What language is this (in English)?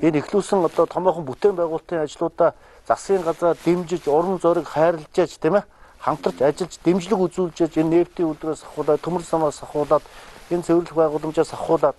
Mongolian